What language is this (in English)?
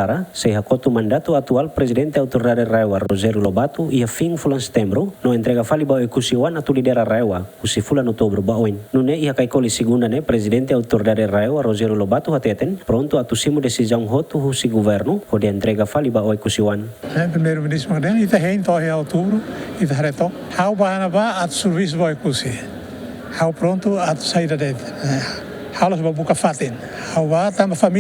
Tetum